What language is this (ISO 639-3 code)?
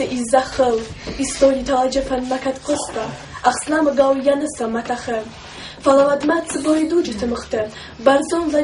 oss